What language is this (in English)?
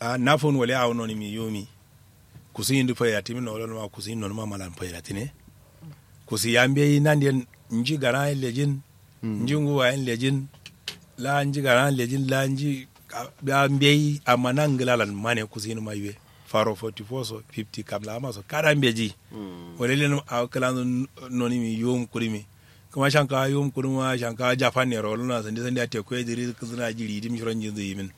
Kanuri